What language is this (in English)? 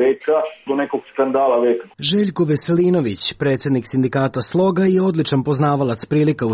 Serbian